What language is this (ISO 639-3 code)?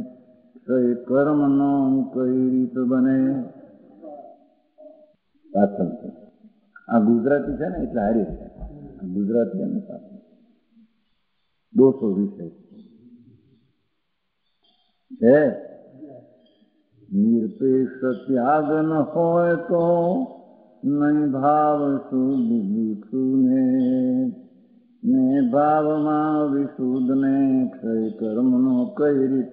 guj